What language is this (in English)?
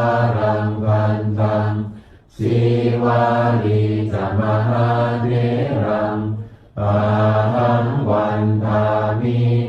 Pali